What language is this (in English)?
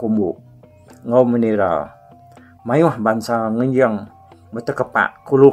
Iban